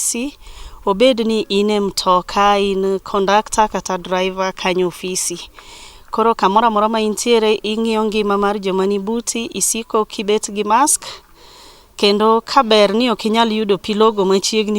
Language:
Luo (Kenya and Tanzania)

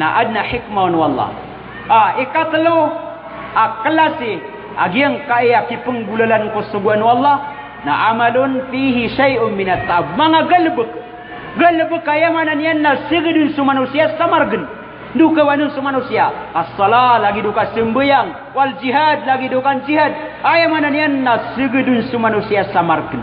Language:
Maranao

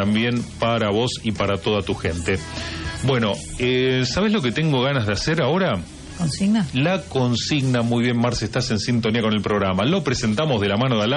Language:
Spanish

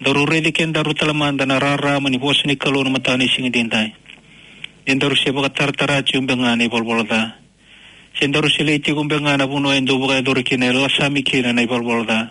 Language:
Fijian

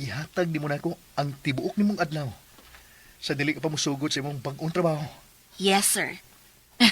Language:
Cebuano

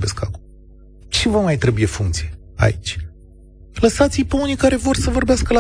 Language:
Romanian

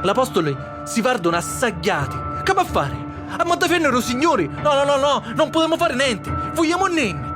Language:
Sicilian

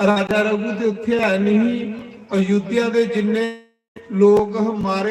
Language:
Dogri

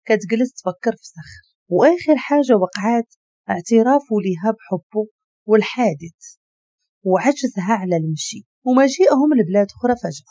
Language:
Moroccan Arabic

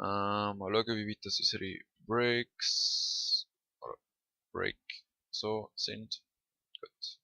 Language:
Swiss German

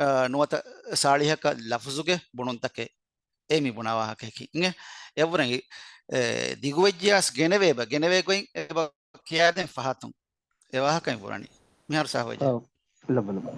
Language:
Divehi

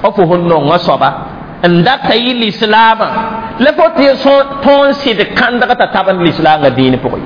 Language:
Mossi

